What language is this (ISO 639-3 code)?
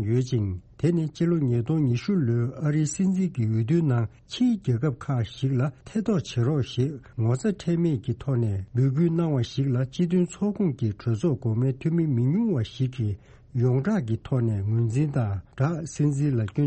bod